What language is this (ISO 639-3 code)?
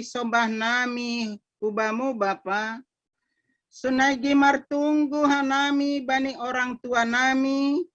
bts